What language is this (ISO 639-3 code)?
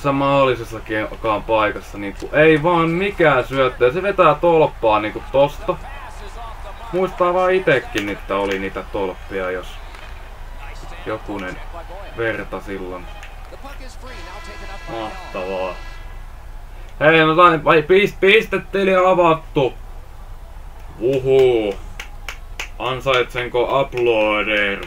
fin